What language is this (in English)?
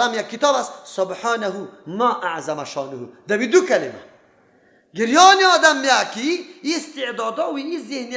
Persian